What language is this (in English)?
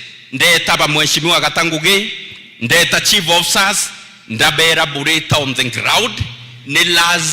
Meru